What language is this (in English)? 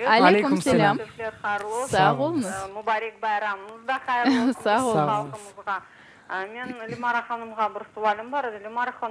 Crimean Tatar